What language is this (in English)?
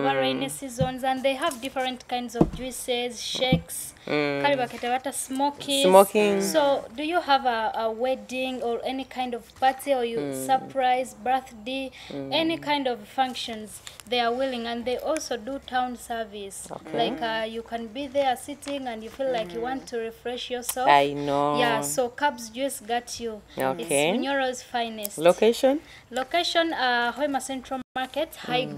Nyoro